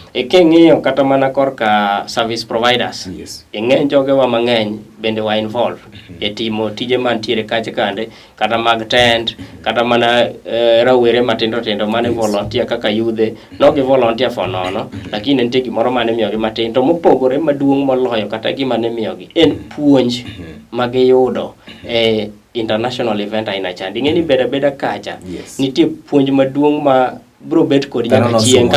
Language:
Luo (Kenya and Tanzania)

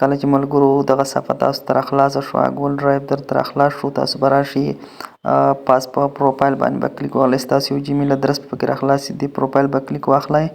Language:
Pashto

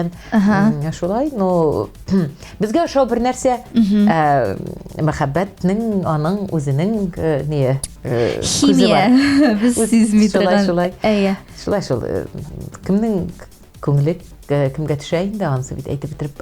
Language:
Tatar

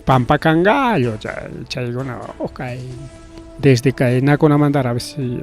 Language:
Ayacucho Quechua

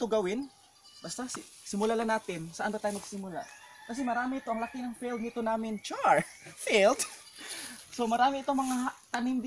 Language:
Filipino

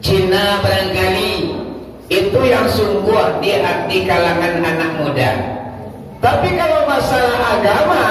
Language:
Minangkabau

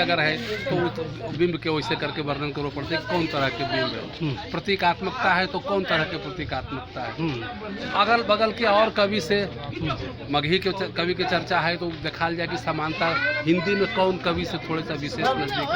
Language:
Magahi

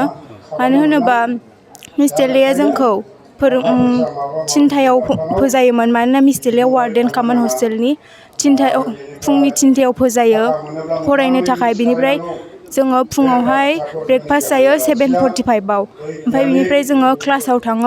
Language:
Bodo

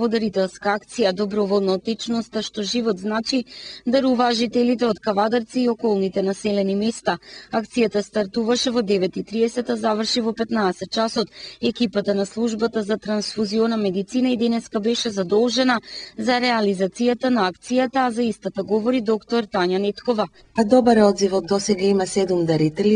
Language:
Macedonian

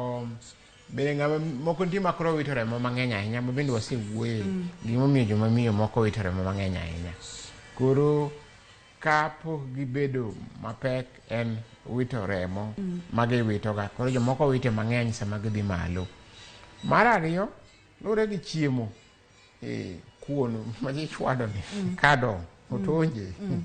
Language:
Luo (Kenya and Tanzania)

